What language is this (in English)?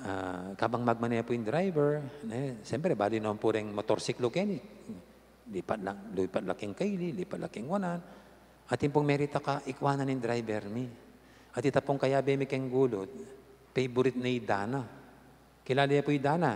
Pampanga